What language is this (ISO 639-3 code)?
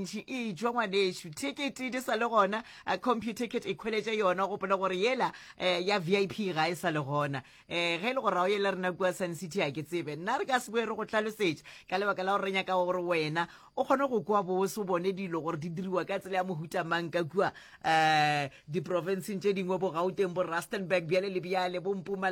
nso